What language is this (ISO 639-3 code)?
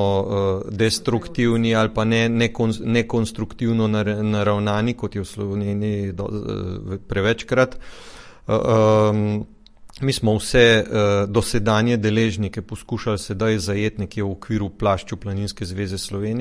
slv